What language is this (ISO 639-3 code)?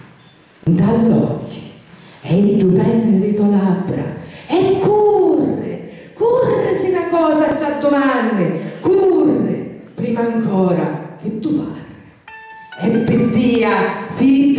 scn